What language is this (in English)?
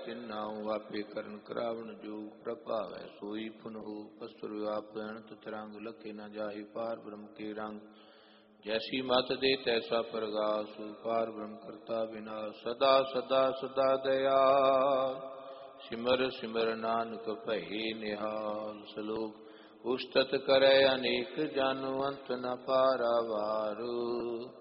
Punjabi